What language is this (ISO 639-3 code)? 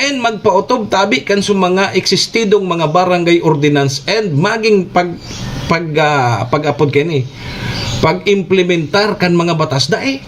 bik